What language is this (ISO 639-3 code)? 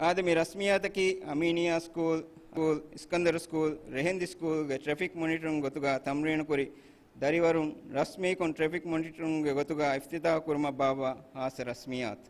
div